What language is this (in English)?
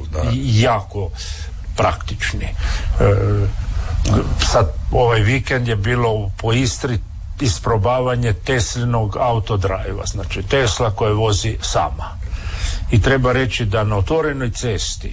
Croatian